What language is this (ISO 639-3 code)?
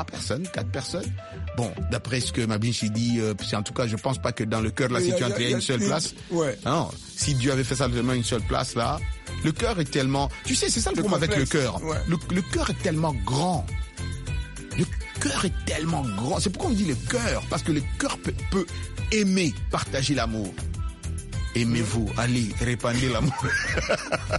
fra